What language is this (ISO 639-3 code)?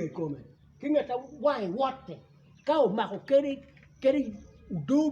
ach